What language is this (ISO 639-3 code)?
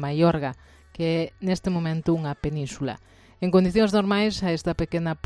glg